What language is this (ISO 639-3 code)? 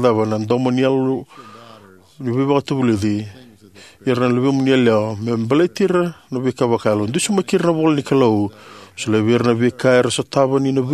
fij